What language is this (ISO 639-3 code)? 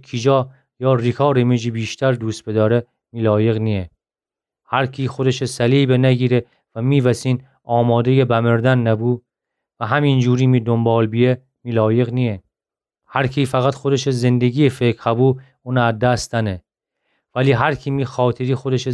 glk